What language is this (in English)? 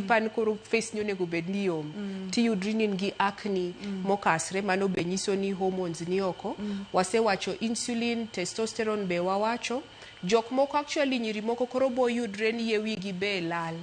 Luo (Kenya and Tanzania)